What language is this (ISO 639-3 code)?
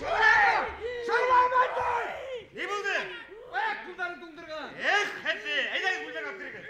bak